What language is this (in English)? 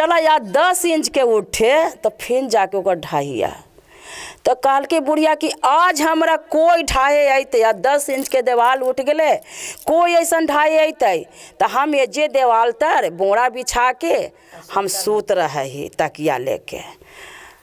Magahi